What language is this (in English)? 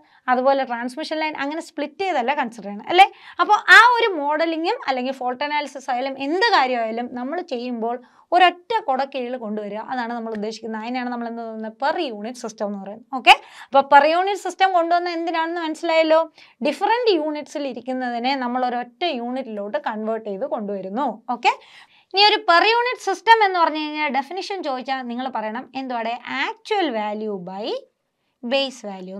Malayalam